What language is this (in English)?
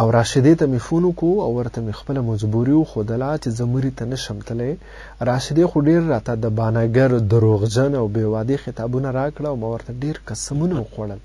Pashto